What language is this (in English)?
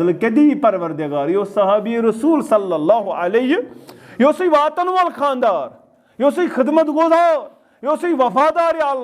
Kashmiri